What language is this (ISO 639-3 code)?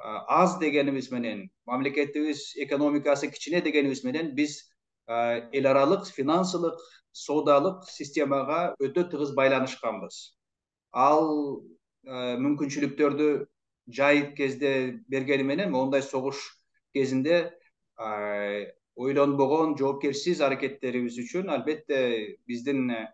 kir